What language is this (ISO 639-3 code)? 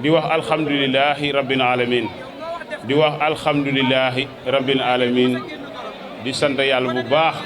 wol